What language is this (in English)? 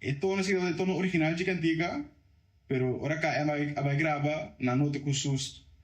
Papiamento